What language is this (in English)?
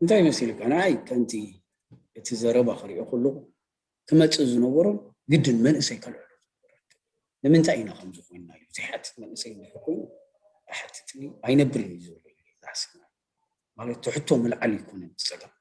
Tigrinya